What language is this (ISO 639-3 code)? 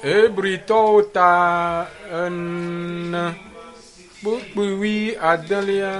ewe